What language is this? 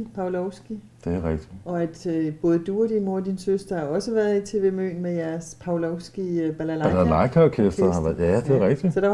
Danish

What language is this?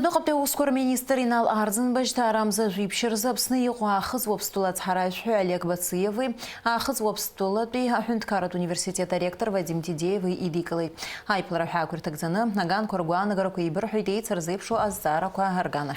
Abkhazian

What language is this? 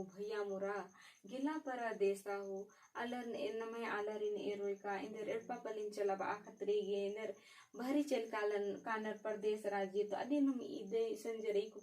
Kurukh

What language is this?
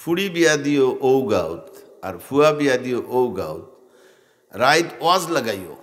Sylheti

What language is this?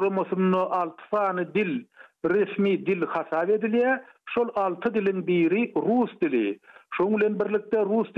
Turkmen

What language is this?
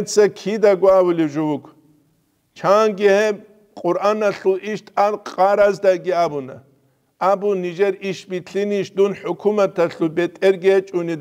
Avaric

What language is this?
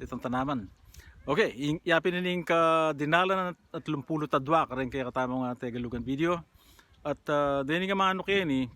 Pampanga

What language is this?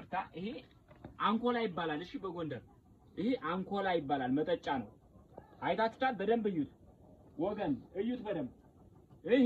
Amharic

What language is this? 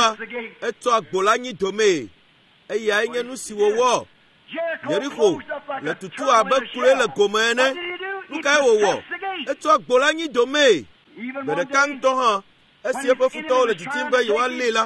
Ewe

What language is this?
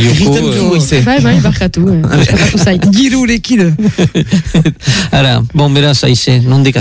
Basque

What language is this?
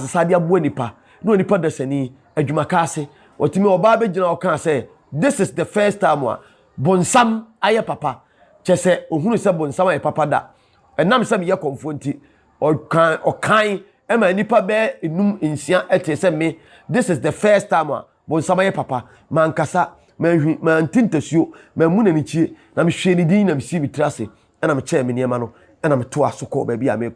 Akan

